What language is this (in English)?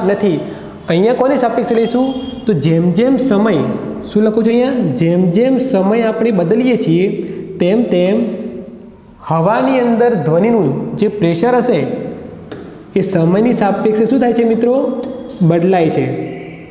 Gujarati